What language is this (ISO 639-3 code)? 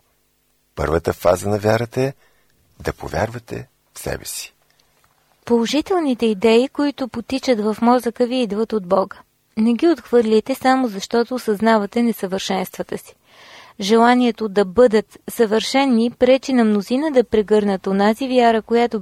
bul